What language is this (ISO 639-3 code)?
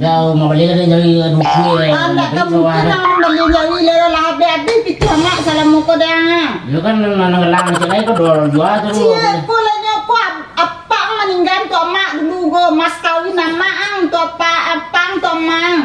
min